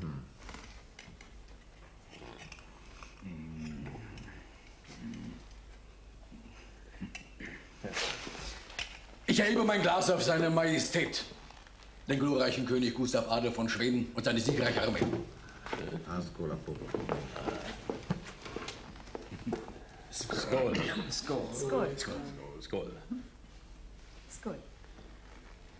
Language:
German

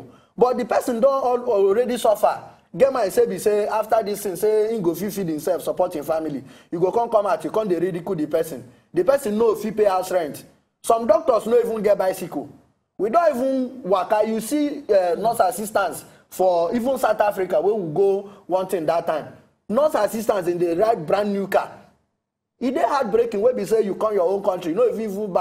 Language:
Nigerian Pidgin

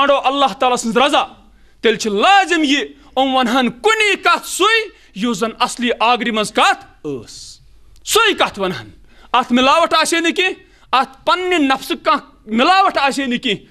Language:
Kashmiri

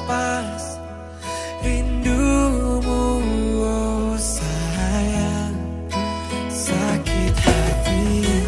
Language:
Indonesian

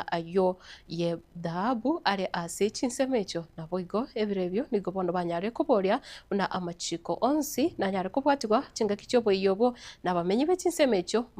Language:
Gusii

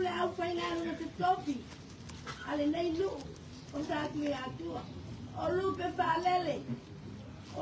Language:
Samoan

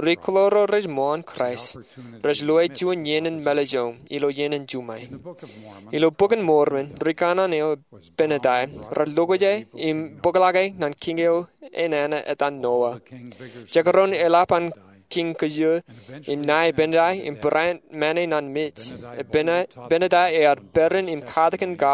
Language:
Marshallese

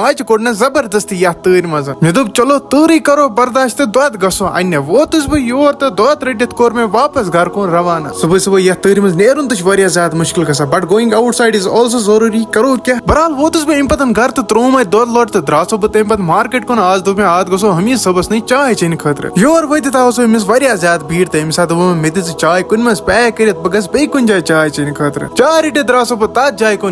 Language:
Kashmiri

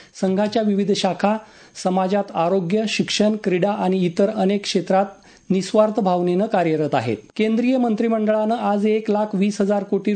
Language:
Marathi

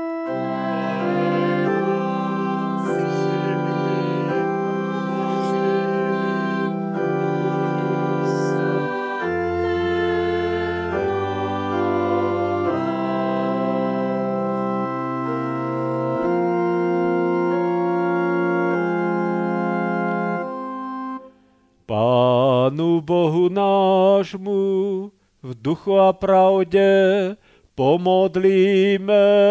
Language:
Slovak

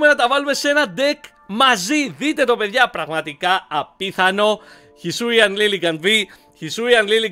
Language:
Greek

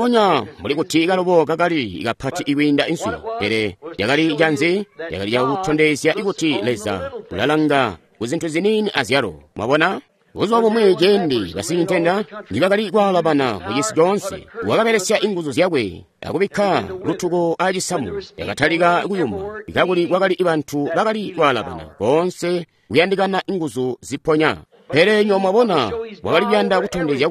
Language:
Tonga (Zambia)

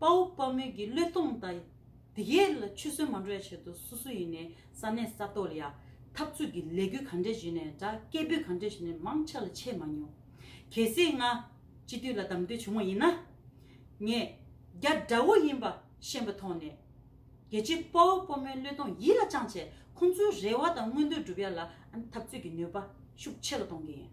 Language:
Tibetan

